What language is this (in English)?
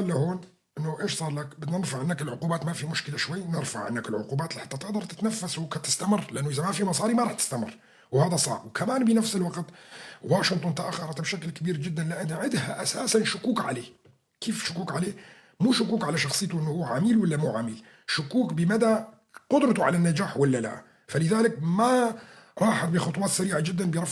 North Levantine Arabic